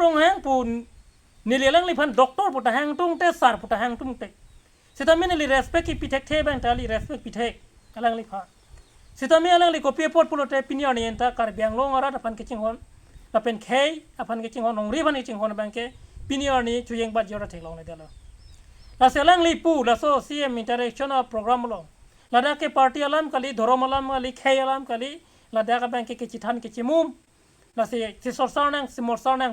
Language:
Karbi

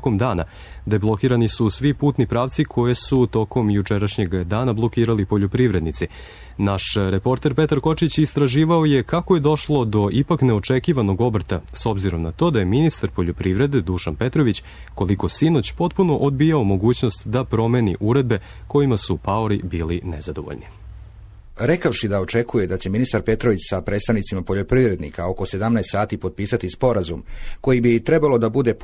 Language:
Serbian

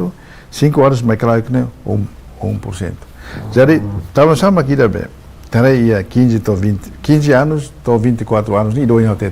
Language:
Tetum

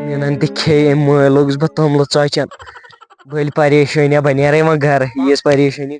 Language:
Kashmiri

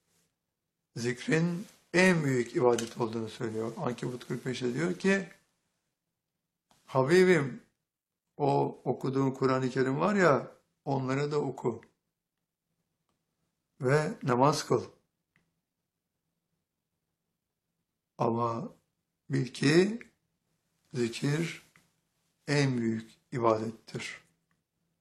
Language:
Turkish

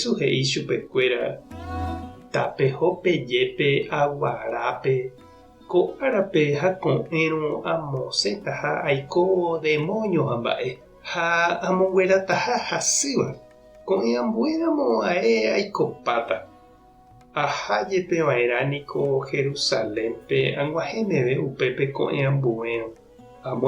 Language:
Guarani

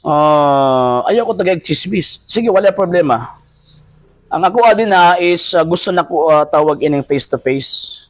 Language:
Cebuano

